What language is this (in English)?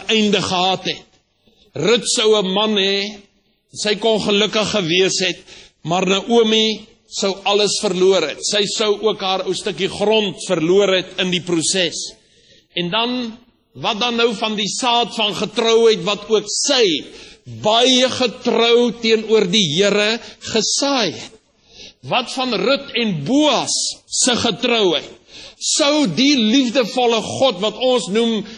Afrikaans